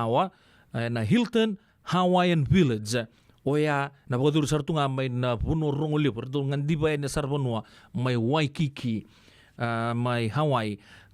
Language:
Fijian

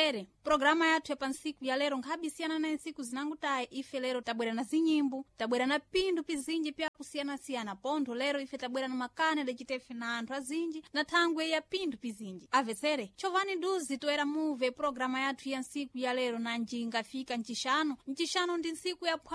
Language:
Sena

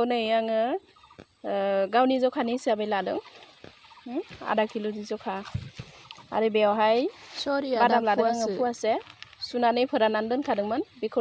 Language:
Bodo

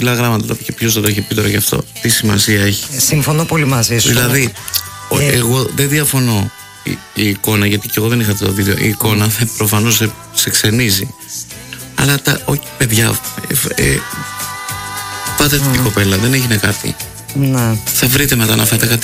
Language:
Greek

